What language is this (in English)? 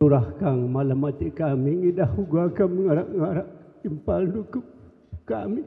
Batak Karo